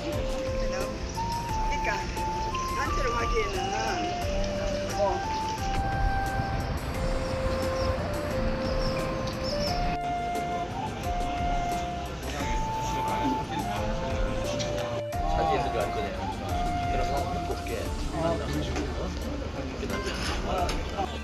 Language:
Korean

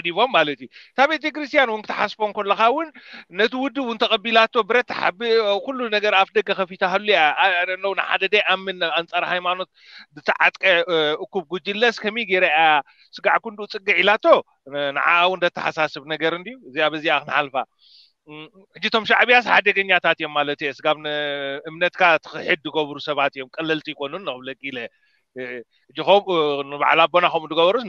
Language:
Tigrinya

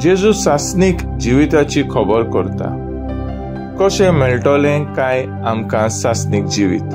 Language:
Konkani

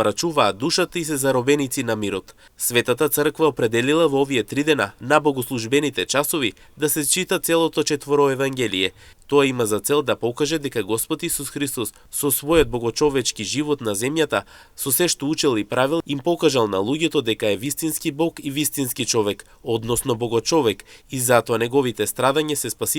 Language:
Macedonian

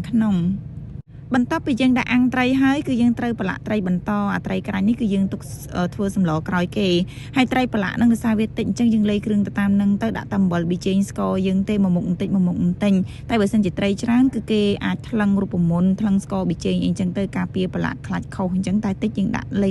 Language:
Khmer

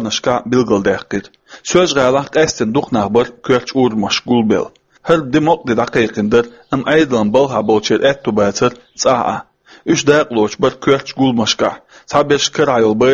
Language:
Chechen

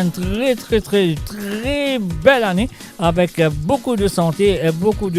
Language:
Morisyen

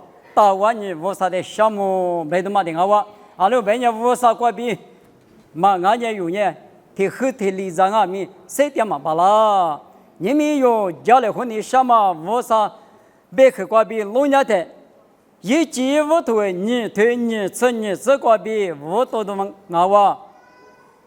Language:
Lisu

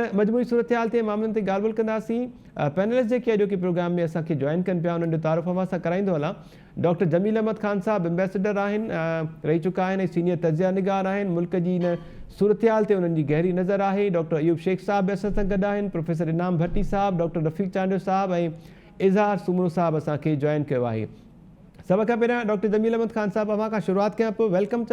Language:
Sindhi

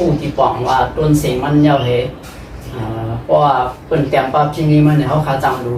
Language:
Shan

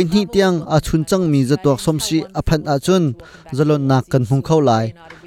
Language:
Hakha Chin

